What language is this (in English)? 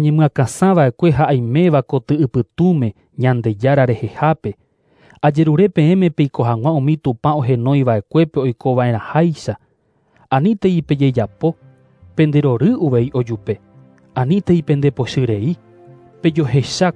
Guarani